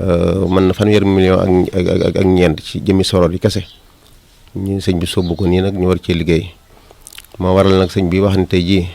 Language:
Wolof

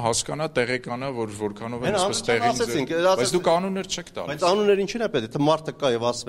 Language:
Armenian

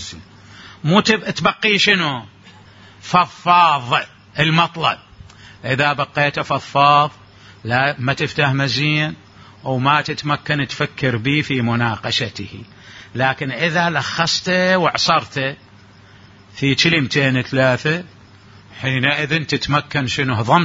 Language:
Mesopotamian Arabic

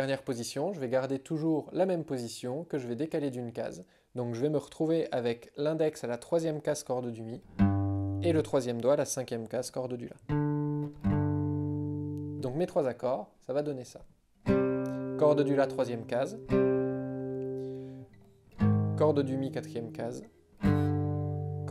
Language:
French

